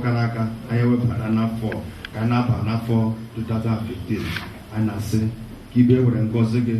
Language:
Igbo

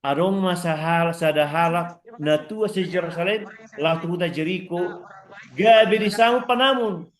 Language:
Batak Toba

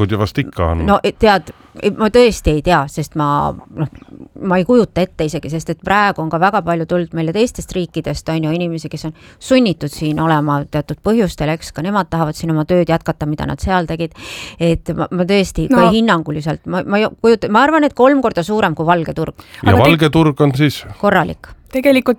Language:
Estonian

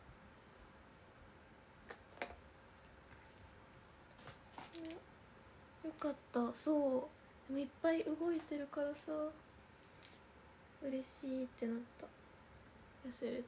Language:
Japanese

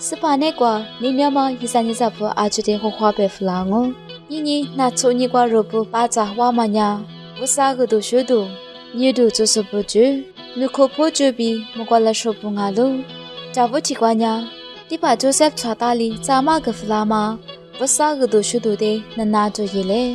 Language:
Lisu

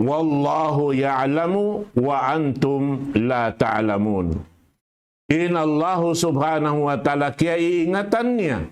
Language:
Tausug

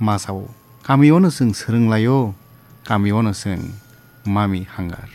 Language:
Kok Borok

